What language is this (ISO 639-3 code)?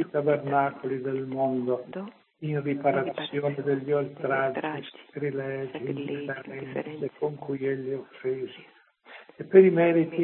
ita